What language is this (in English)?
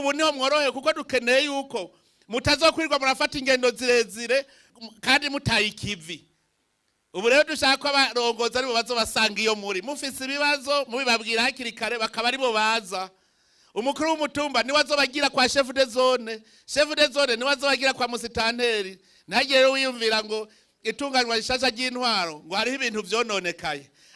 Rundi